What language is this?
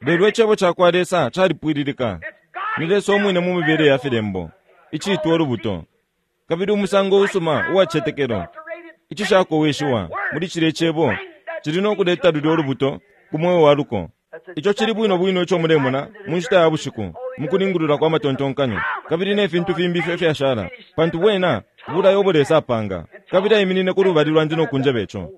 Bemba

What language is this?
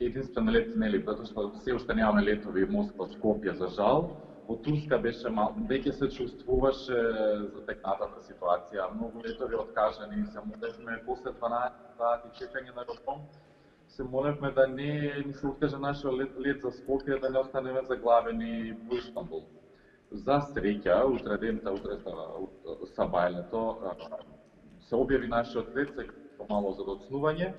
Macedonian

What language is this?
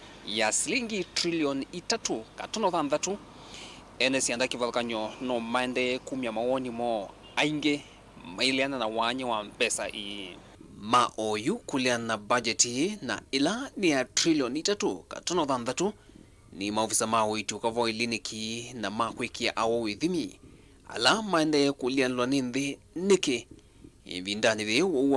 Kamba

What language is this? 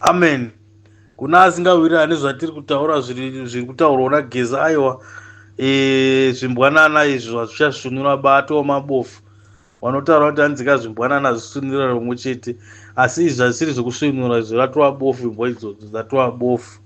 Shona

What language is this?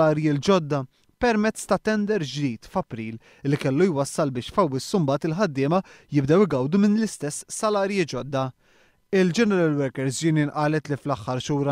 Maltese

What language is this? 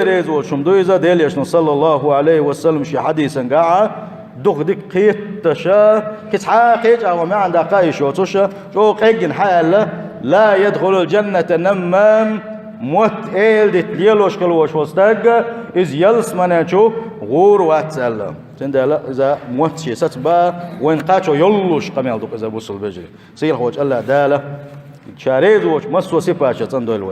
Chechen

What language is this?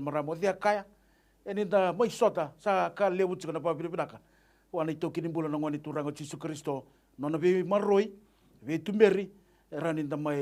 Fijian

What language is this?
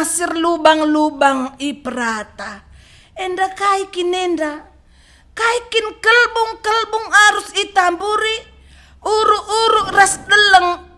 Batak Karo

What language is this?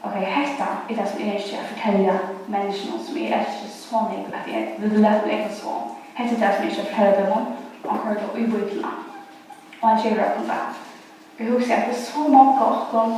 Faroese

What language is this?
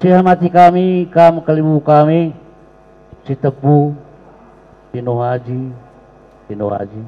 Batak Karo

